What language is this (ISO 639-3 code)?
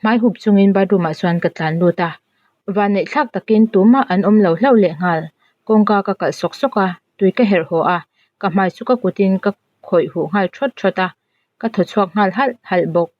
lus